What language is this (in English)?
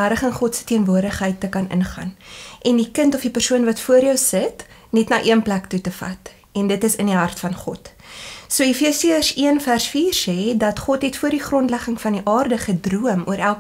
Afrikaans